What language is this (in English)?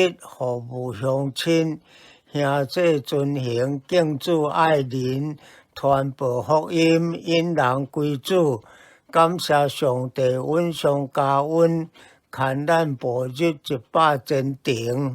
Min Nan Chinese